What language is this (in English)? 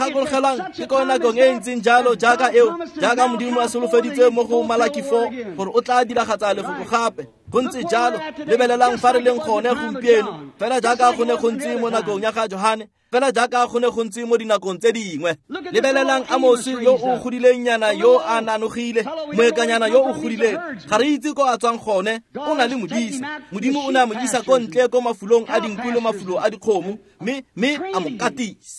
Tswana